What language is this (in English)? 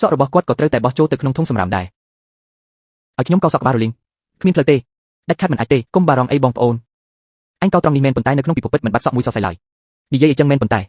Khmer